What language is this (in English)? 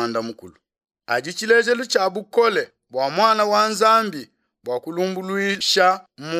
Luba-Lulua